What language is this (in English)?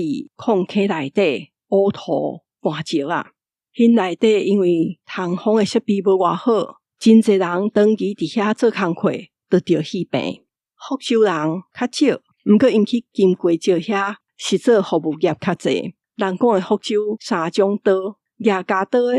Min Nan Chinese